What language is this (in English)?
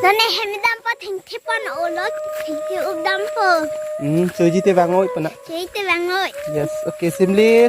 Karbi